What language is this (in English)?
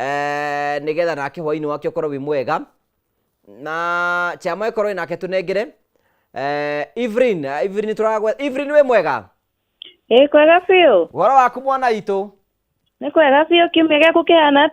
Kikuyu